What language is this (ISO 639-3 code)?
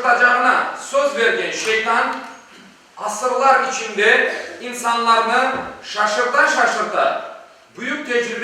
crh